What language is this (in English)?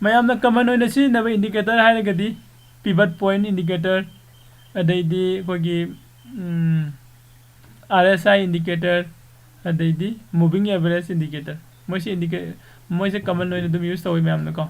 Manipuri